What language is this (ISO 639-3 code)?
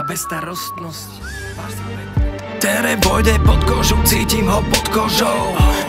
slk